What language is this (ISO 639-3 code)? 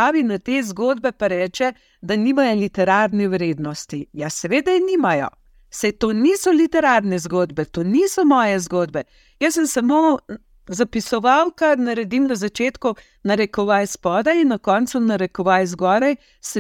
slv